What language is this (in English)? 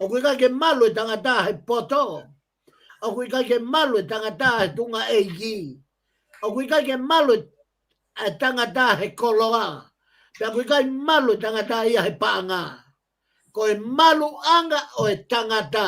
Tongan